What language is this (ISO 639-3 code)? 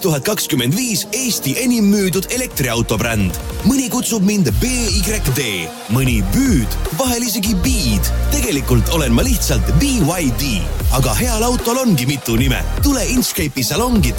est